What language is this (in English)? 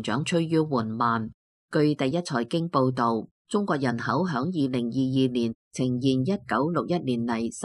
Cantonese